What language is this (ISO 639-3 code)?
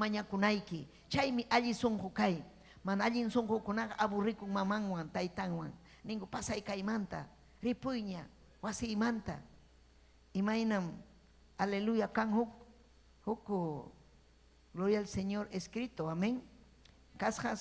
quy